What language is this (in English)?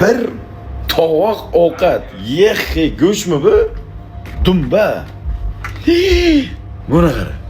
Uzbek